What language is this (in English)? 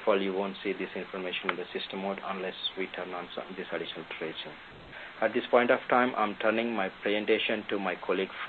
English